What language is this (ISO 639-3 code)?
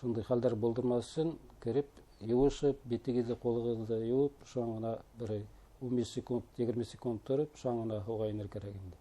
bak